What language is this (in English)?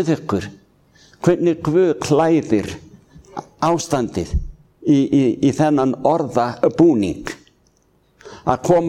Icelandic